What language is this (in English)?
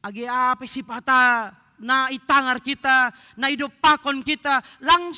Batak Simalungun